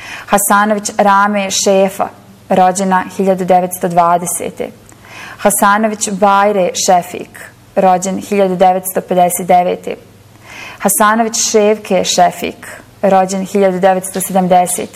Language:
Bosnian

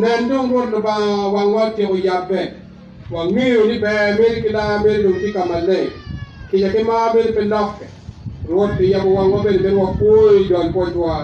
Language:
Acoli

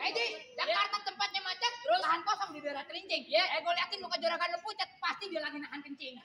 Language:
Betawi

